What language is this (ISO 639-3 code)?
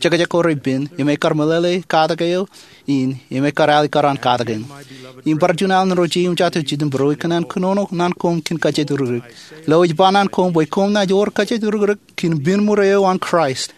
mah